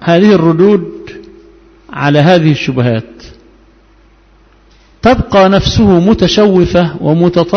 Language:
Arabic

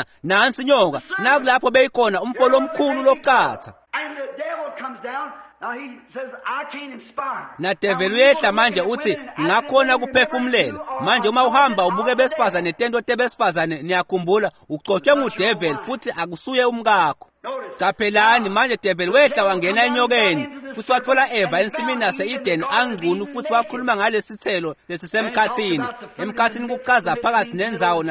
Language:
Swati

